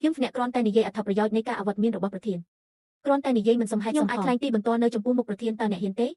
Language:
Khmer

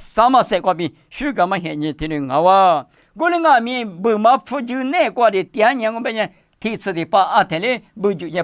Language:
Lisu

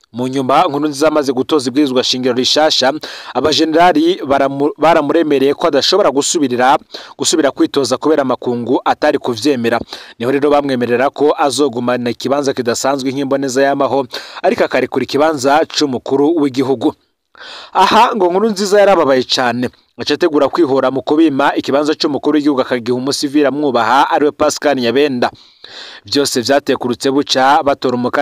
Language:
Rundi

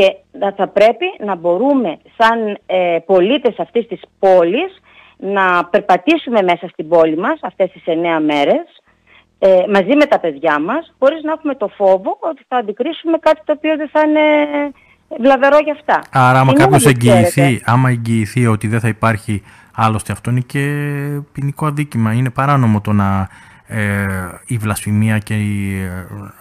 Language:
Greek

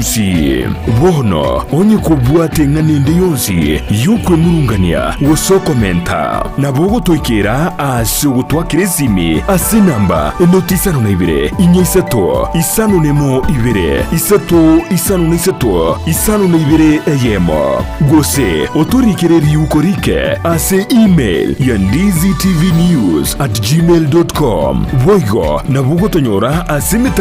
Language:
Gusii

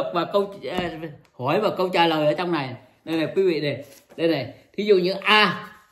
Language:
Vietnamese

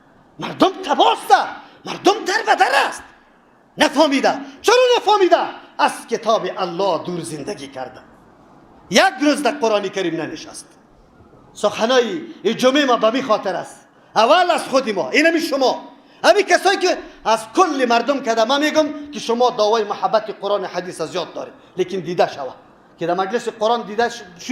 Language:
Persian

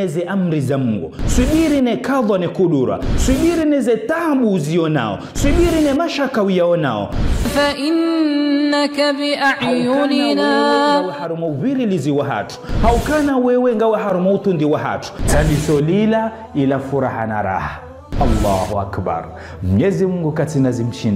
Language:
Ngazidja Comorian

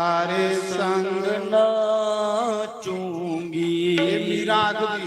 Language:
Dogri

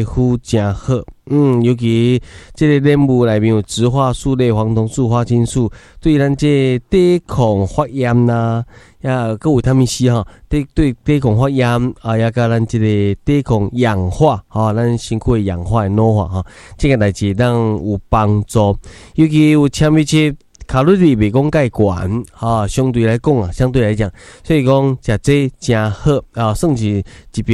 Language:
Min Nan Chinese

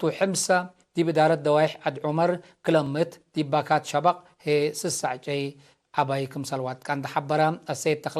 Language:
Tigre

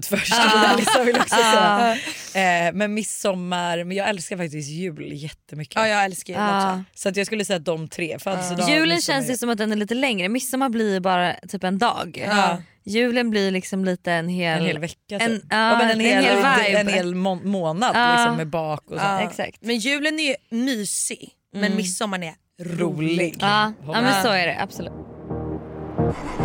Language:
Swedish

